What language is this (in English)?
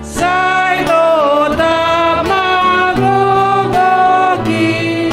Batak Simalungun